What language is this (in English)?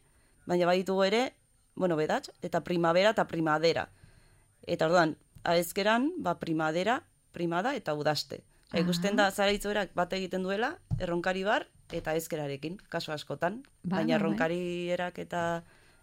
Basque